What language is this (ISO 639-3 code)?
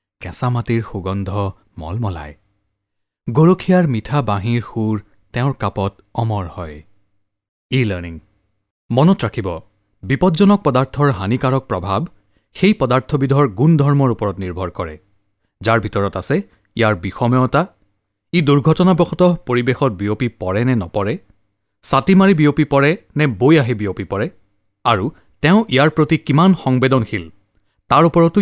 asm